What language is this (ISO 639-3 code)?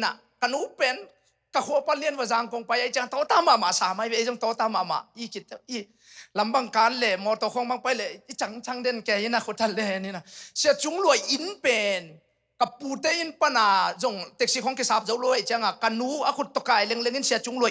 ctd